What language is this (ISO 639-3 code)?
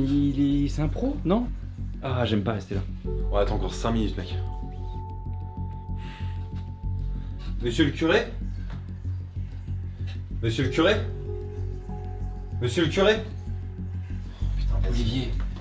fra